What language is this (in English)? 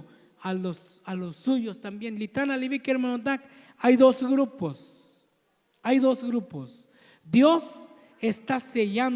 Tzotzil